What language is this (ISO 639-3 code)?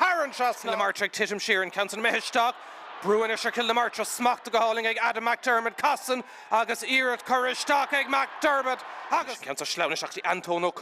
gle